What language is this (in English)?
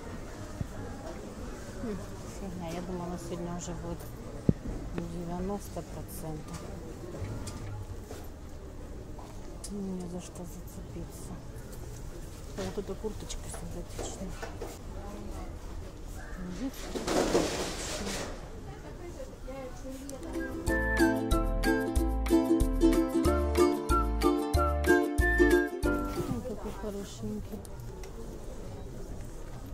Russian